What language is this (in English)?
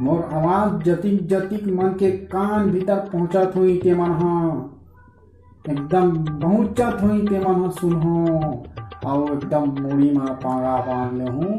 Chhattisgarhi